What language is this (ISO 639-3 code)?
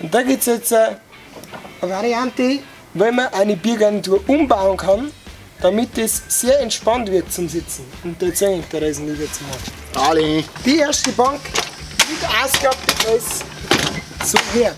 bar